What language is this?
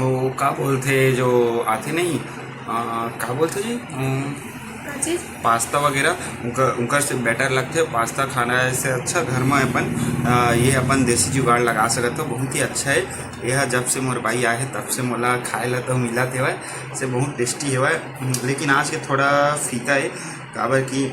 Chhattisgarhi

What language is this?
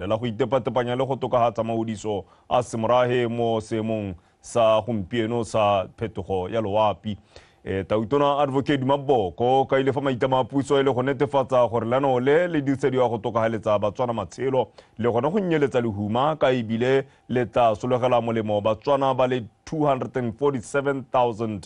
Tswana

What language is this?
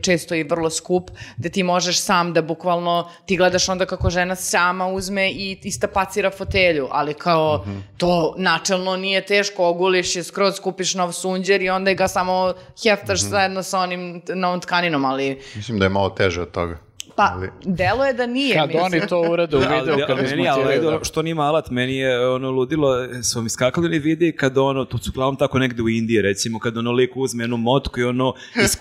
Serbian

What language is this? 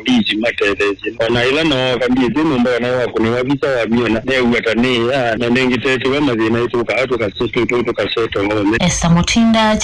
Kamba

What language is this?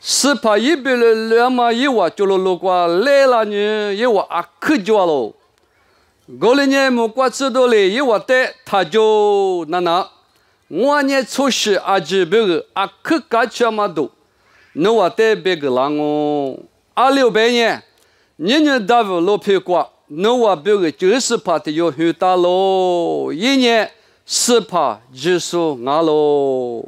Lisu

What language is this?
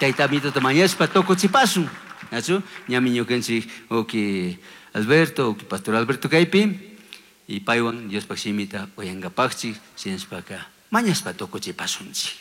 Chimborazo Highland Quichua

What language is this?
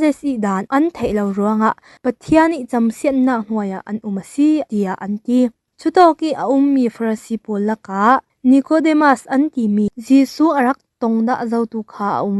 Falam Chin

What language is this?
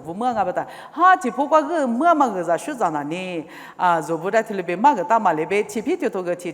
Lisu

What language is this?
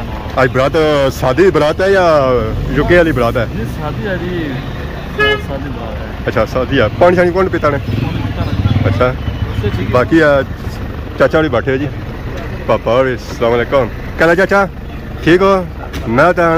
Pahari-Potwari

